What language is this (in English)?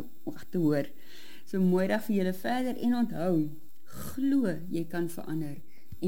Afrikaans